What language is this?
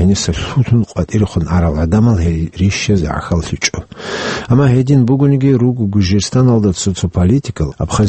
Avaric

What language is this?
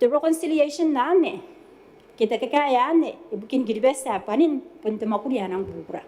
Gilbertese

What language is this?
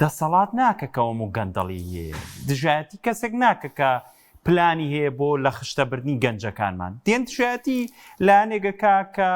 Central Kurdish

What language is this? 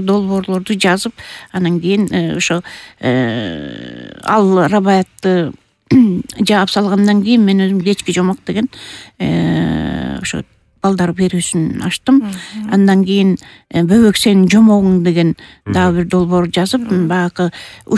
Kyrgyz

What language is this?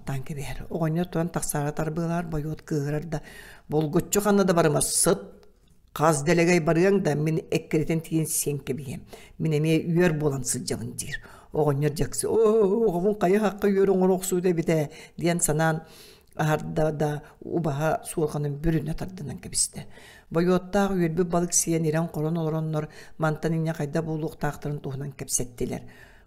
Yakut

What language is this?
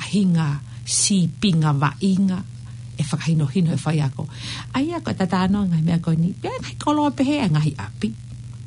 Tongan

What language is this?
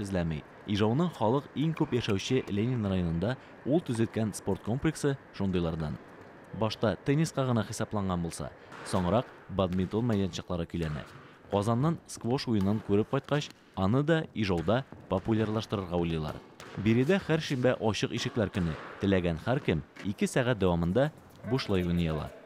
Tatar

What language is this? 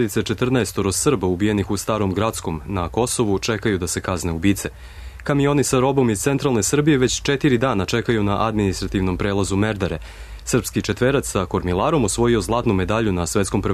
Serbian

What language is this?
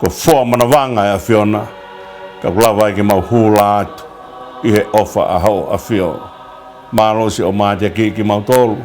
Tongan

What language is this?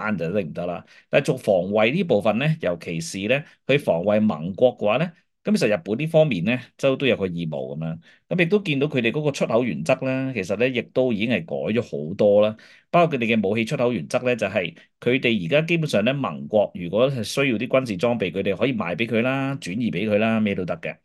Cantonese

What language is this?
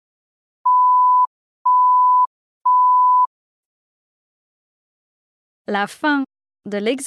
Danish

